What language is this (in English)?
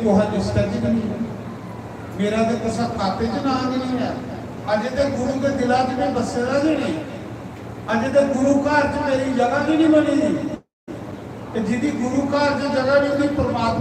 Dogri